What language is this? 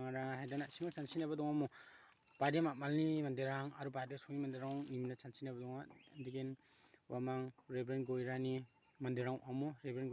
Garo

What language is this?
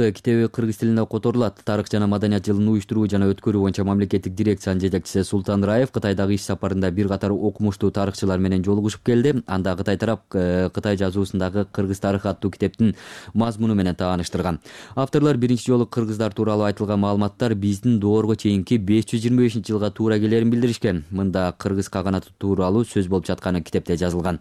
Kyrgyz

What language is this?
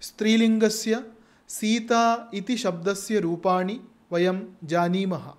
Sanskrit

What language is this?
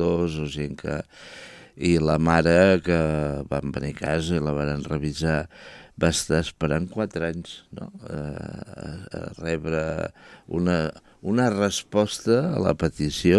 Catalan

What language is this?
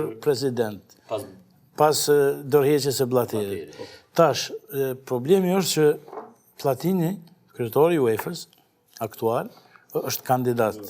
Albanian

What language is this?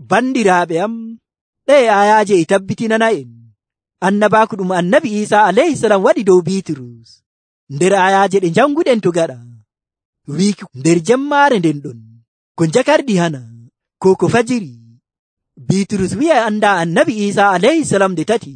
Nigerian Fulfulde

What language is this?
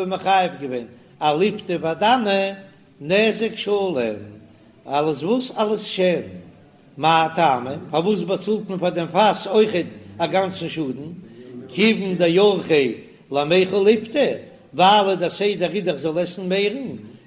Yiddish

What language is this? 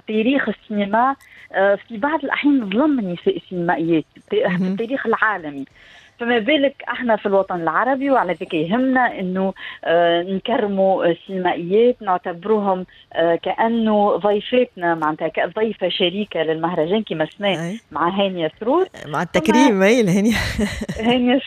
Tunisian Arabic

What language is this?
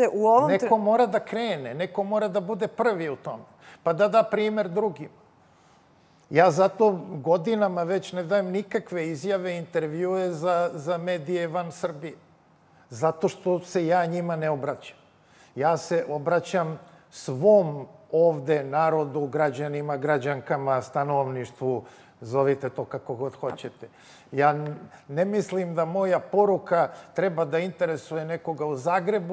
Serbian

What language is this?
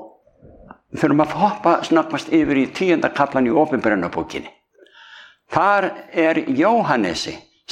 Icelandic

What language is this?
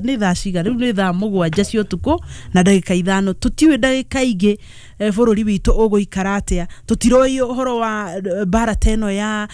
Kikuyu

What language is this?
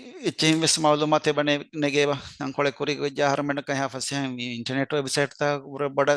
Divehi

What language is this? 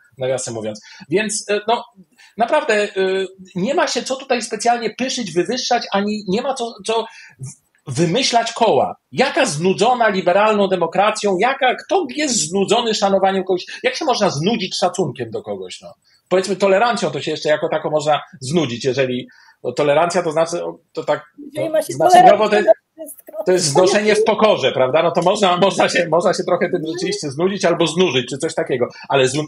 Polish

